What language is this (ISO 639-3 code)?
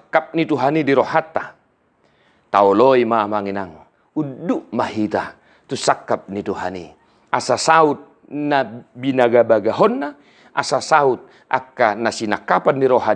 bbc